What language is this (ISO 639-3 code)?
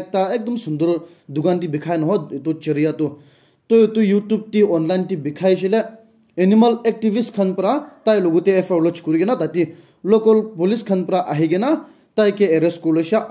nag